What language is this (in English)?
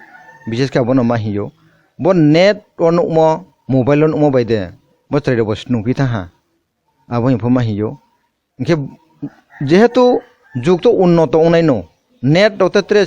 Kok Borok